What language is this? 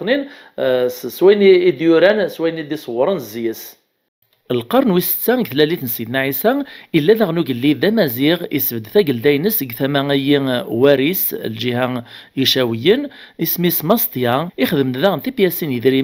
Kabyle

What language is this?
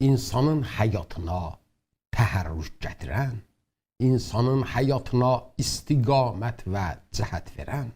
South Azerbaijani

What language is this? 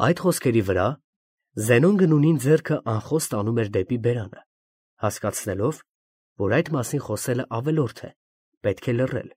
Armenian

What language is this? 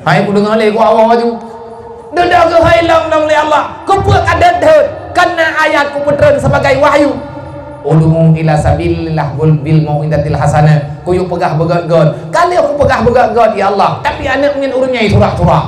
Achinese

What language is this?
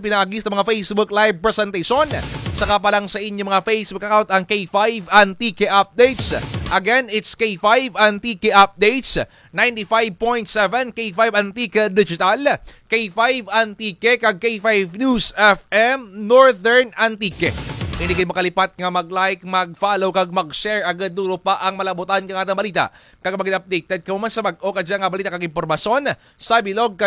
Kinaray-a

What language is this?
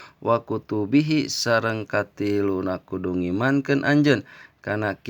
Sundanese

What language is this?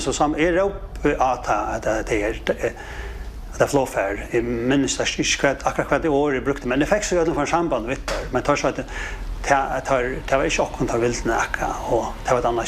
Faroese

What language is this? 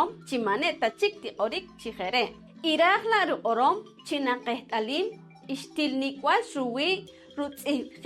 Poqomchi'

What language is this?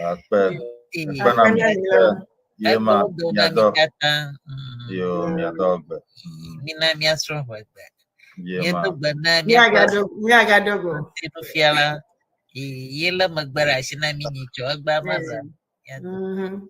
Ewe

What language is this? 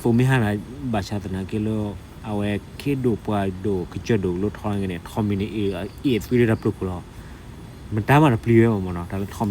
S'gaw Karen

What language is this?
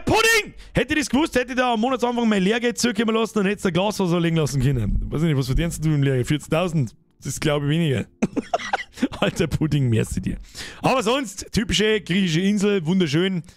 Bavarian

